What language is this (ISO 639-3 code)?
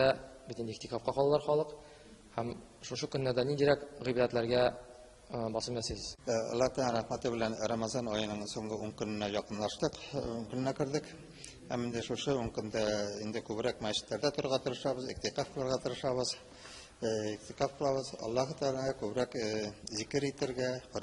tat